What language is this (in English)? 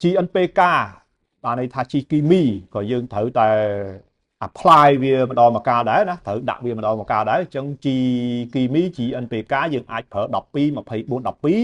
Khmer